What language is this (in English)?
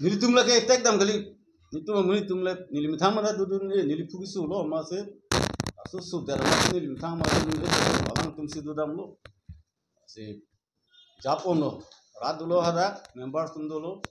Karbi